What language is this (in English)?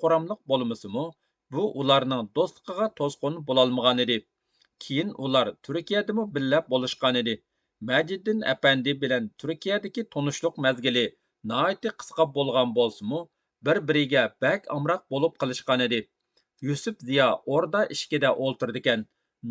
Uyghur